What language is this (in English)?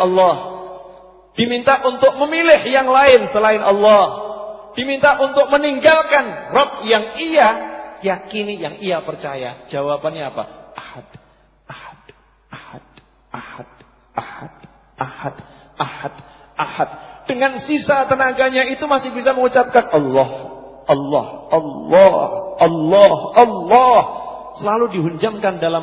Indonesian